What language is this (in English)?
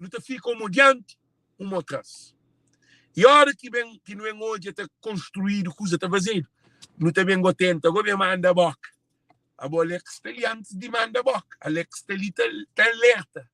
Kabuverdianu